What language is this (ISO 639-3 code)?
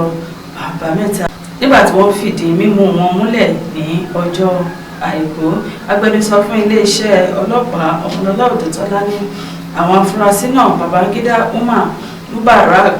yor